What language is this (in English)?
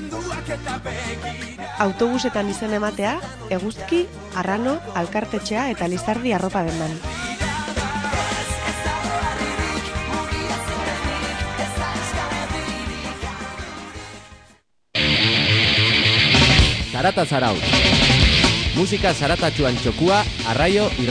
Basque